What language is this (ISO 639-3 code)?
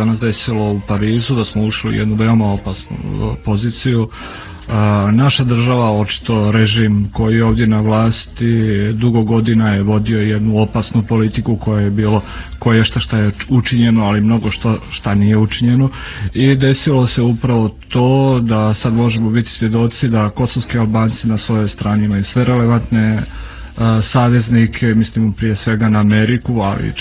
srp